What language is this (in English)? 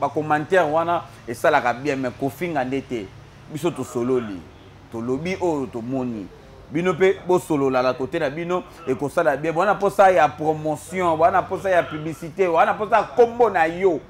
Lingala